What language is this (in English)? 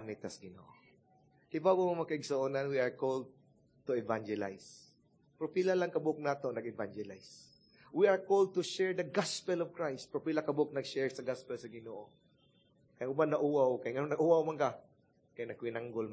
Cebuano